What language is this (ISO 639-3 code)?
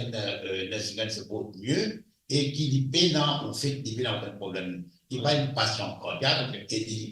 mfe